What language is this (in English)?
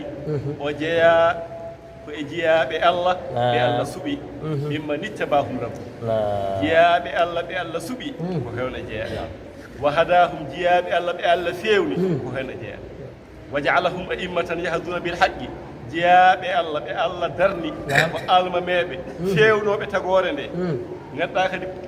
Fula